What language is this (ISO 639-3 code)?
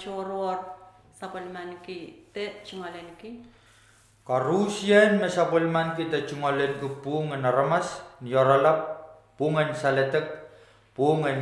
pon